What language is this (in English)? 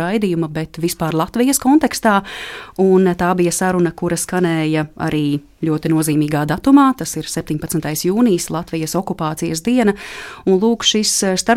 Latvian